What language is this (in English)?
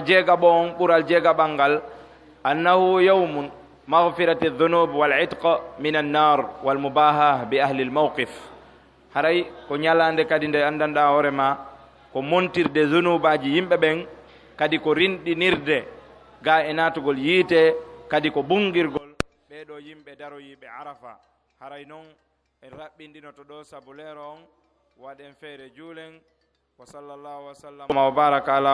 Pular